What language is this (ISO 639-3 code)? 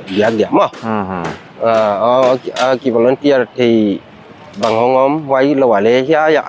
pck